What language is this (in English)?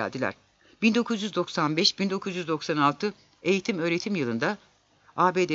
Turkish